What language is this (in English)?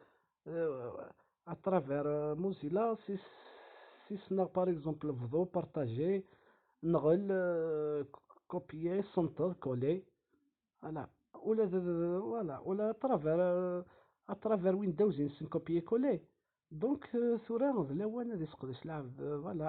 Kabyle